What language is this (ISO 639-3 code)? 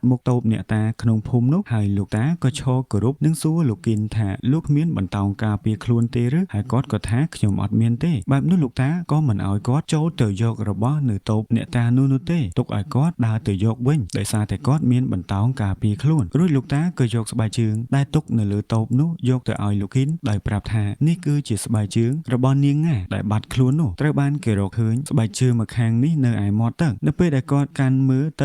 khm